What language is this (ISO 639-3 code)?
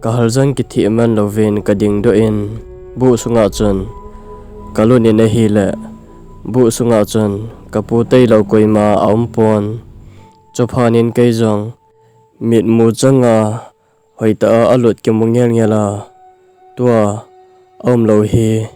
tcz